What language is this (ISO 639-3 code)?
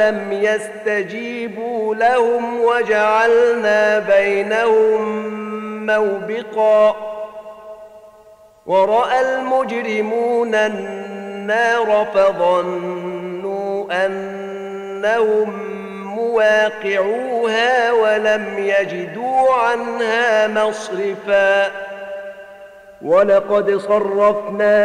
ara